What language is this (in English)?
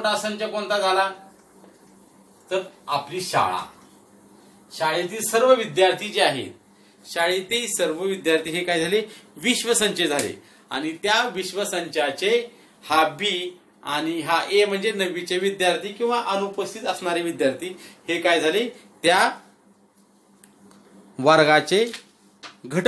Marathi